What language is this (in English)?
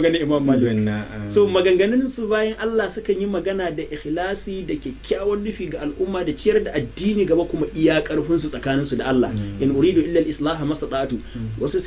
Hausa